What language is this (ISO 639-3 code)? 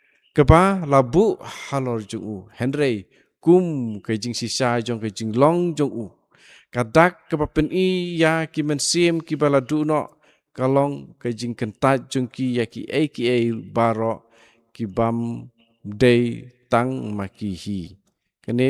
kha